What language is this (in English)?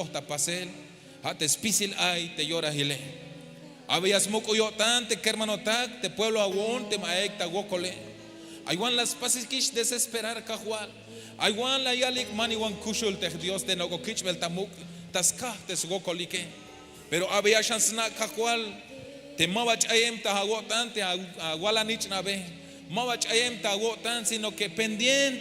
Tzeltal